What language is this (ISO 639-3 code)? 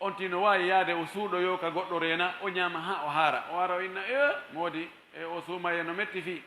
fuf